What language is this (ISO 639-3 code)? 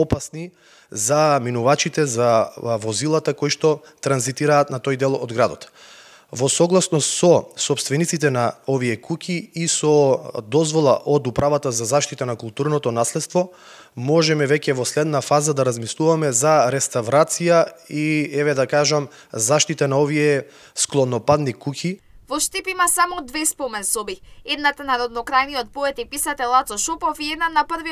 mkd